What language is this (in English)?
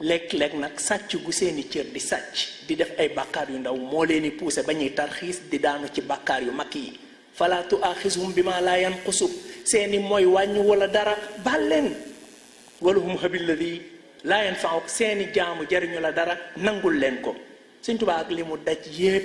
Wolof